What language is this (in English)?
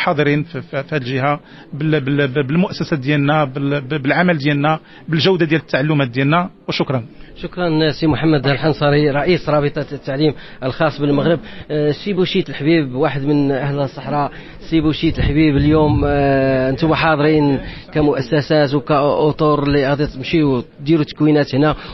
Moroccan Arabic